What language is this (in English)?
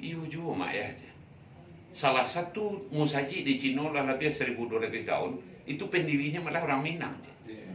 Minangkabau